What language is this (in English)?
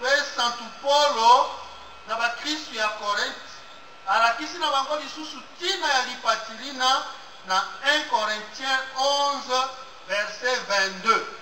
Lingala